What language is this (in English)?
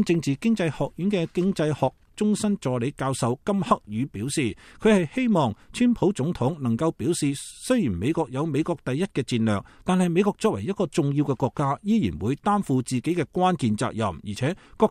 Cantonese